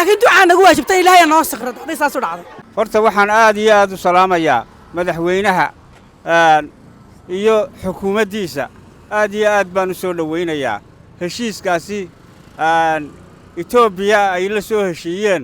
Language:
Somali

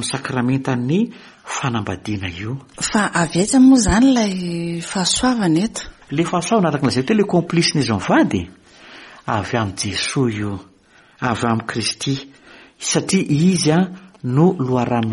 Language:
Malagasy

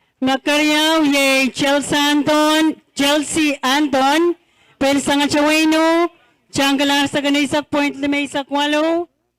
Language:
Pohnpeian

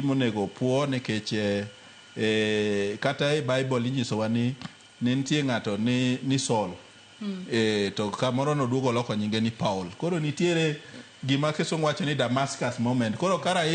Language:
Luo (Kenya and Tanzania)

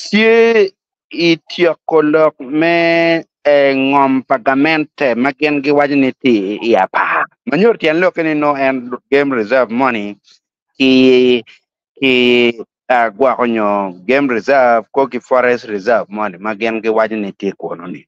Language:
Acoli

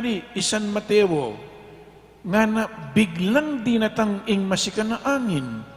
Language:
Pampanga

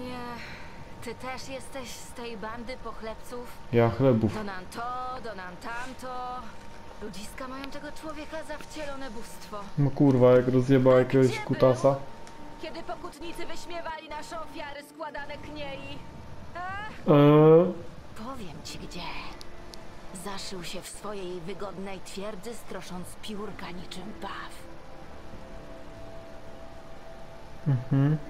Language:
Polish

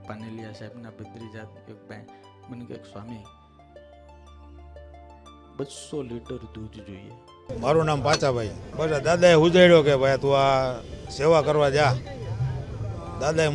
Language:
Gujarati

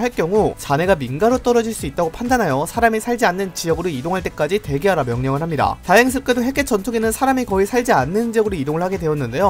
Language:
Korean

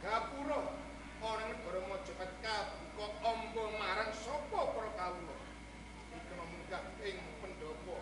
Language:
Javanese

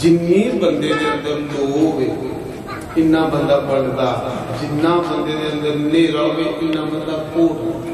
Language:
Dogri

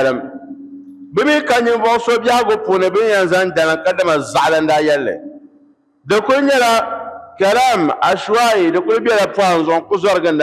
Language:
Dagbani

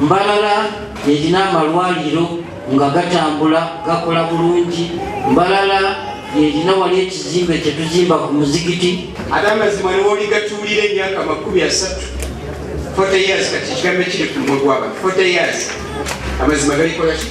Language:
Nyankole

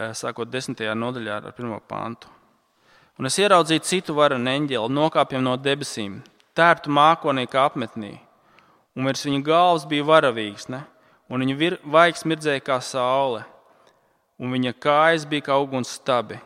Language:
Latvian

